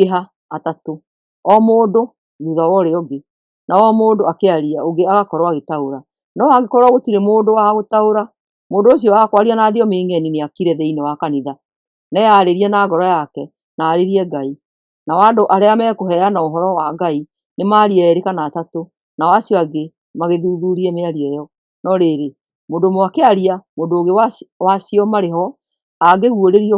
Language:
Kikuyu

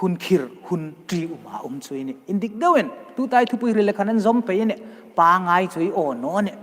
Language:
Hmar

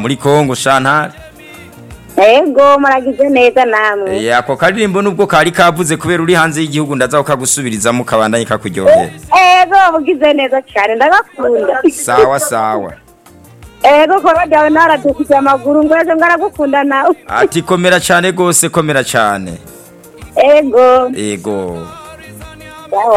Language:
Rundi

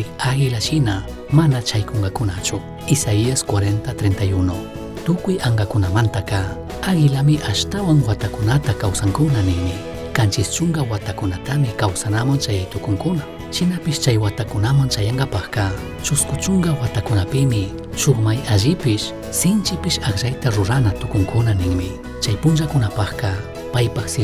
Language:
Chimborazo Highland Quichua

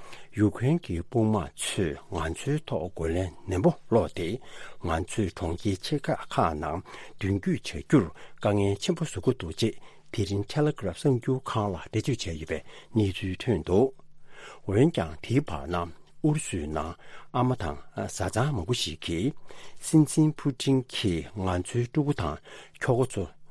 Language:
Tibetan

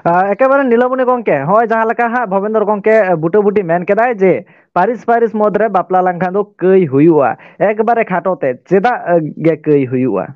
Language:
Santali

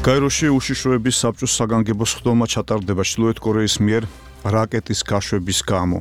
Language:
Georgian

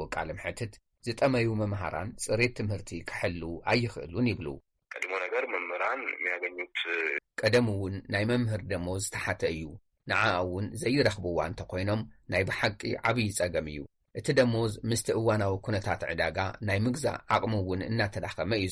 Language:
Tigrinya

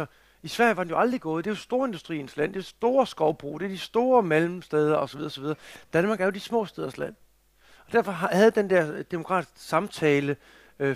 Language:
Danish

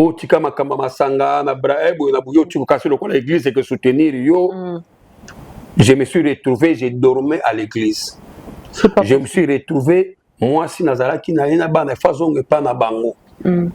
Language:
Lingala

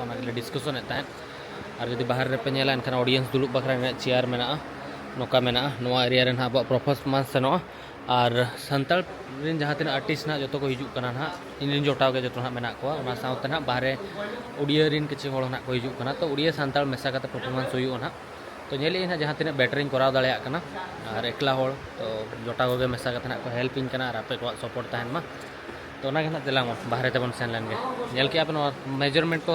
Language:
Santali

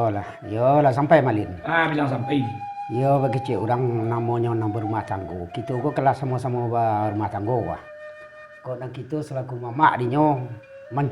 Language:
Minangkabau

